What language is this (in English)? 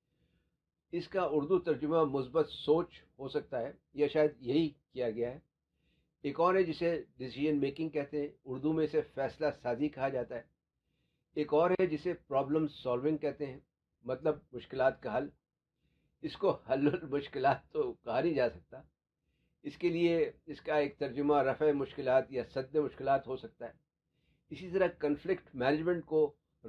Urdu